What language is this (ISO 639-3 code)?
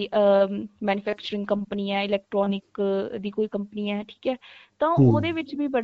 pan